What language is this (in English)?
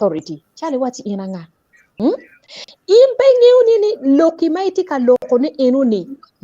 Acoli